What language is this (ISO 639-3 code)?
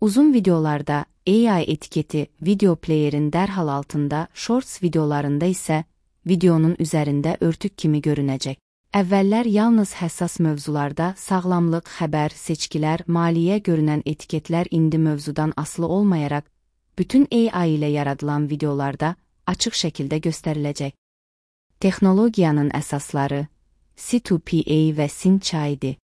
aze